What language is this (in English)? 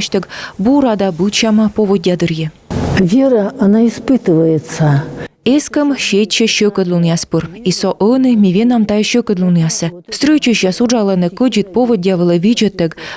Komi